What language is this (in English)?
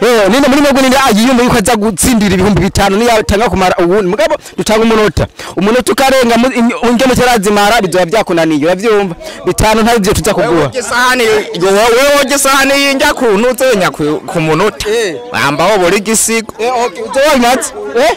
Rundi